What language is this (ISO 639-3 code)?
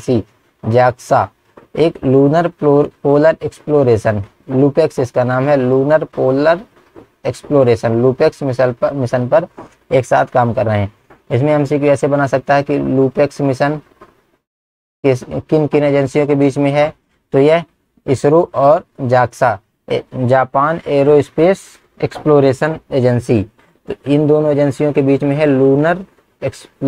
hin